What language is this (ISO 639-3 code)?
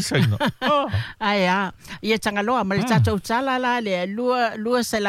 smo